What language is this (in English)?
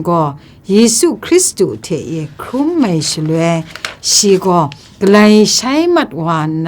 Kachin